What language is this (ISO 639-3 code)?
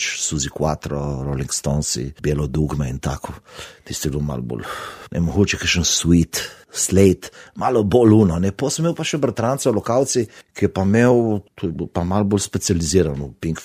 slv